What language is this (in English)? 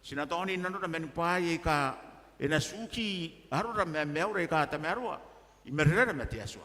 Gilbertese